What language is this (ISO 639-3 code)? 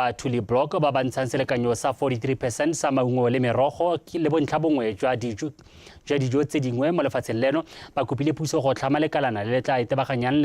tsn